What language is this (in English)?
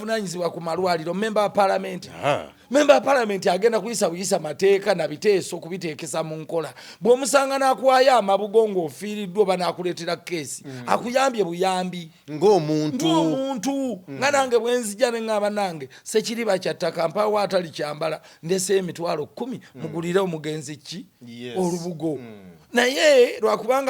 Ganda